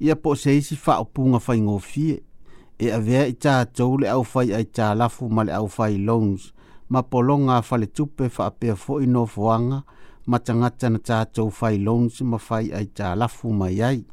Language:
Samoan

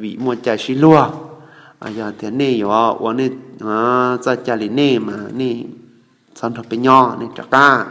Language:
Hmong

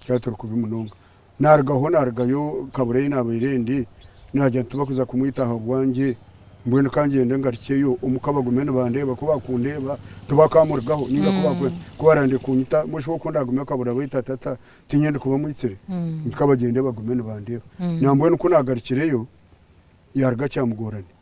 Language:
Nyankole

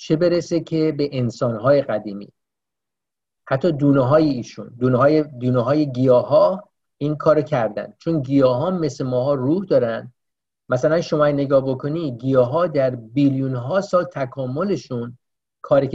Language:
Persian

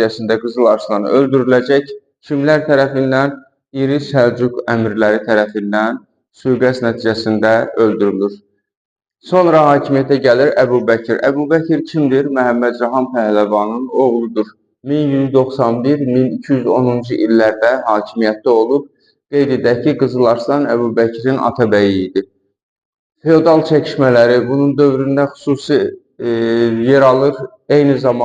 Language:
Azerbaijani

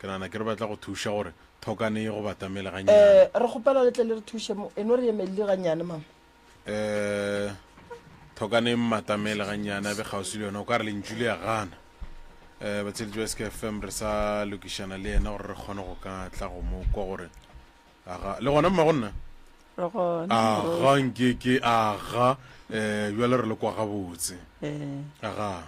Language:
Northern Sotho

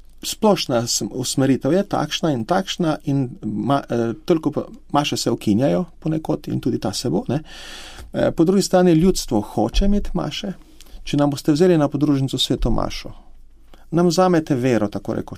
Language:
Slovenian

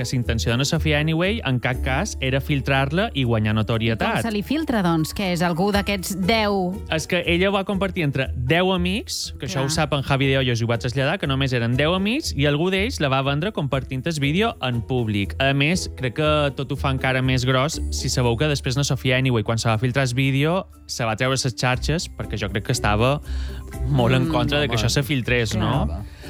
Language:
Catalan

